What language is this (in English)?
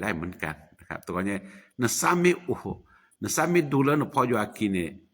S'gaw Karen